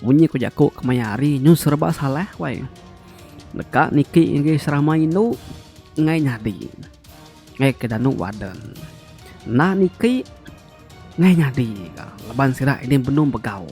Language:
Iban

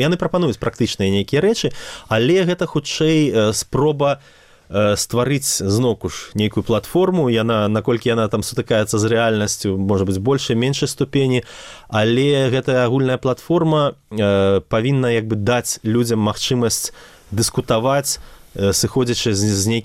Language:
Belarusian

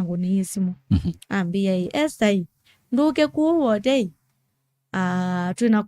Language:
Kamba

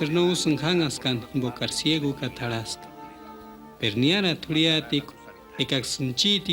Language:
Purepecha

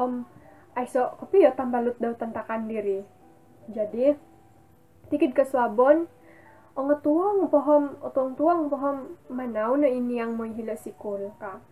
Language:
Central Dusun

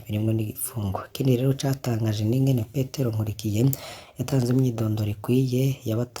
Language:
Rundi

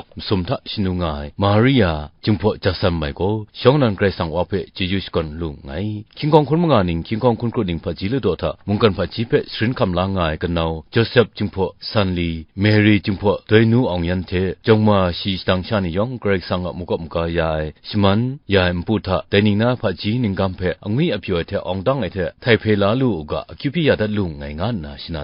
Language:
Kachin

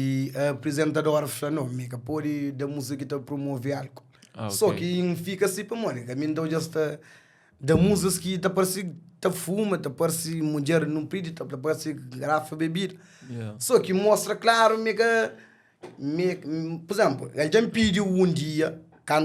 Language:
Kabuverdianu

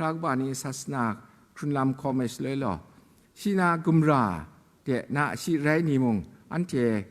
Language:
Kachin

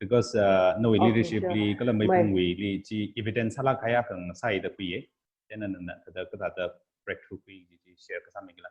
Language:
Tangkhul Naga (India)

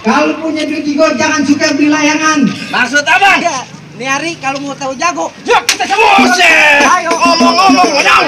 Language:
Betawi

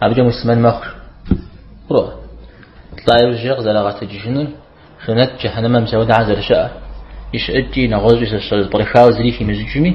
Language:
Kabardian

